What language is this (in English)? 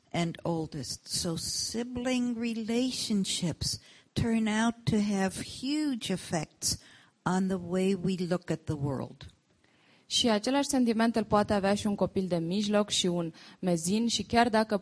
Romanian